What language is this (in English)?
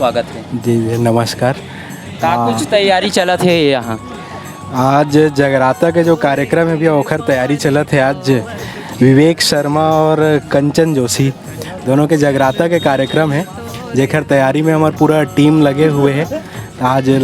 Chhattisgarhi